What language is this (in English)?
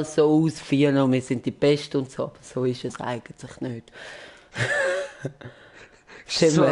Swiss German